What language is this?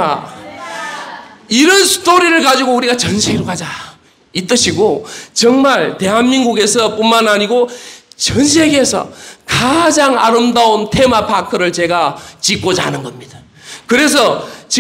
Korean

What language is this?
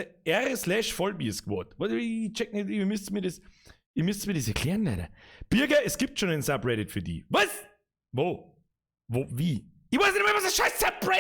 Bavarian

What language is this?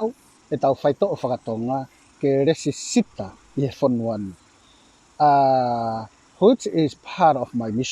Tongan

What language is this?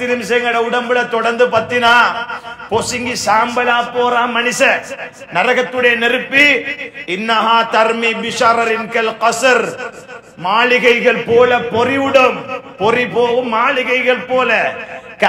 Tamil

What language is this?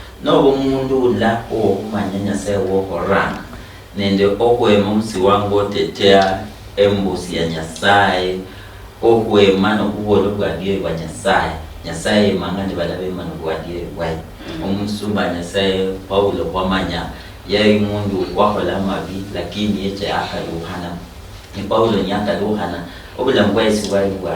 Luyia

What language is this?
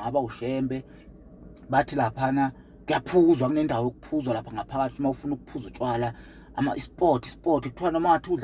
Zulu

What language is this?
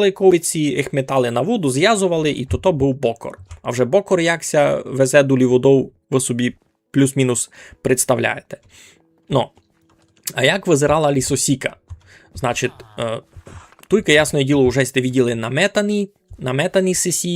Rusyn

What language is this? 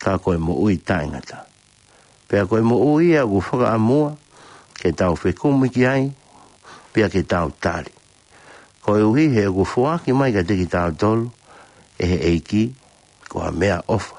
Tongan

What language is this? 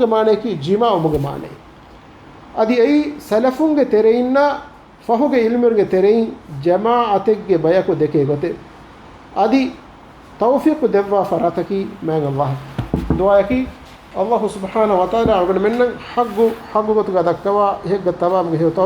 Divehi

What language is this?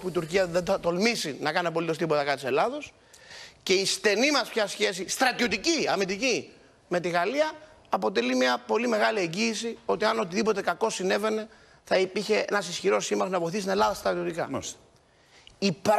Greek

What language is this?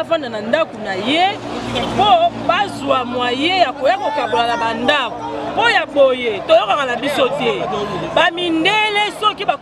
Lingala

